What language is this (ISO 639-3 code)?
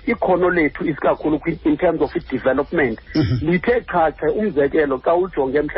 xho